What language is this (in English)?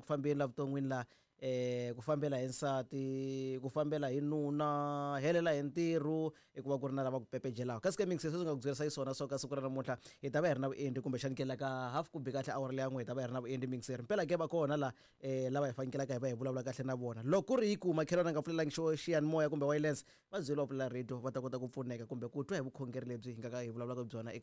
Tsonga